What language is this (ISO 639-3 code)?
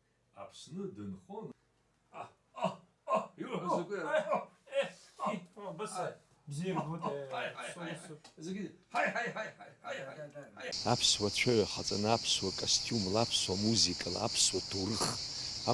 abk